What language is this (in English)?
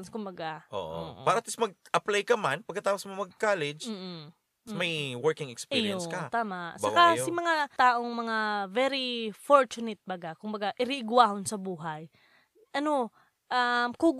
Bikol